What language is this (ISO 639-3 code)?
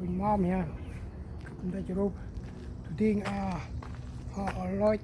cmo